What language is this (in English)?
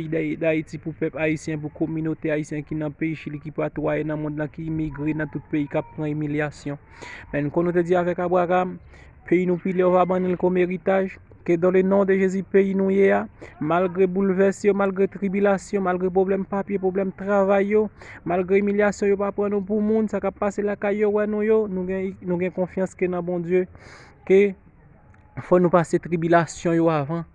Haitian Creole